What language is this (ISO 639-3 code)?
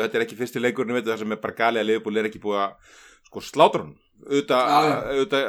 isl